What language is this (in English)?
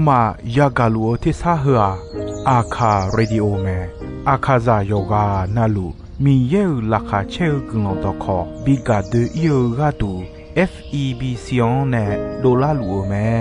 Akha